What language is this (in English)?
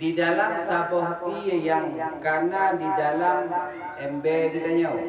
Achinese